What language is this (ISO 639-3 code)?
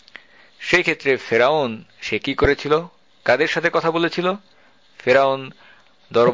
ben